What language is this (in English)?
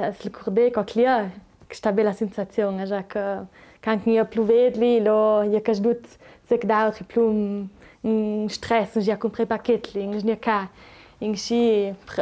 Ladin